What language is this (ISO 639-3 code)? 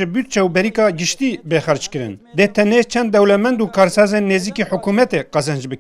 kur